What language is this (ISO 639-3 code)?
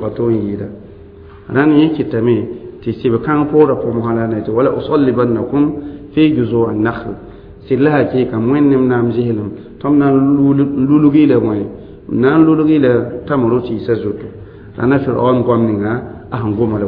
mos